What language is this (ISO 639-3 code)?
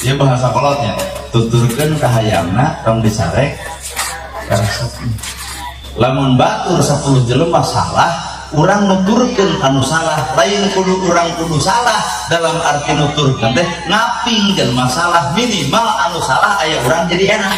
sun